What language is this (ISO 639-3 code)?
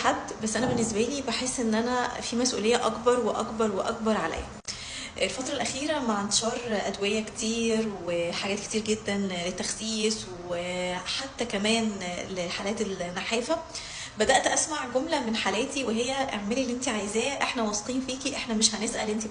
arz